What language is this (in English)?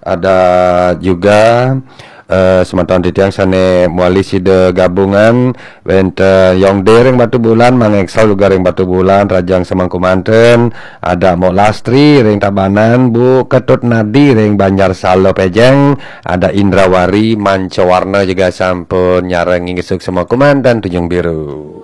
Balinese